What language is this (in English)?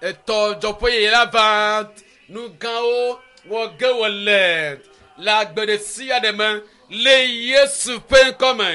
Ewe